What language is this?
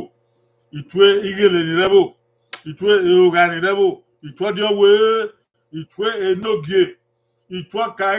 Bini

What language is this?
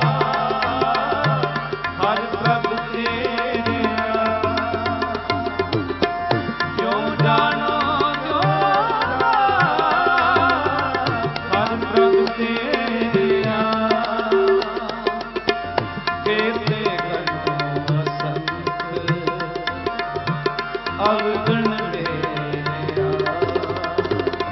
Punjabi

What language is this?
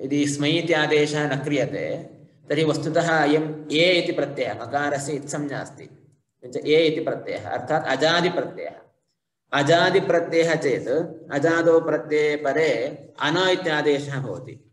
Sanskrit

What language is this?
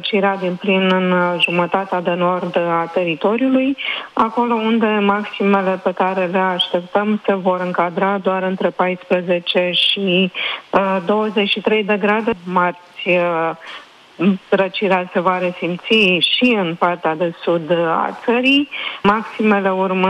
Romanian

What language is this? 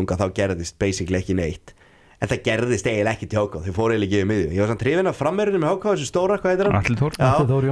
Icelandic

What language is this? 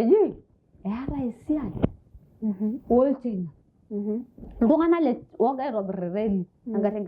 Masai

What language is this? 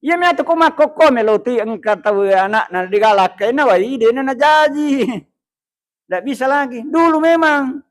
Buginese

